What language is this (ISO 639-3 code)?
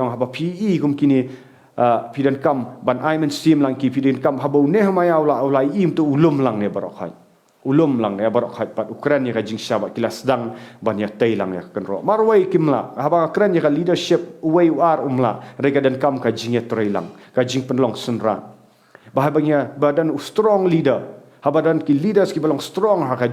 kha